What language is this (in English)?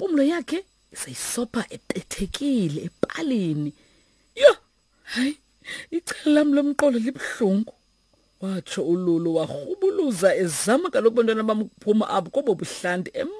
Xhosa